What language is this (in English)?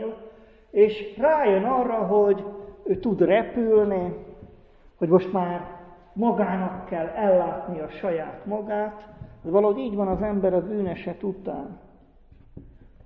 Hungarian